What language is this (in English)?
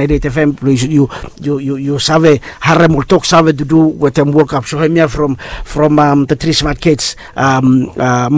Bislama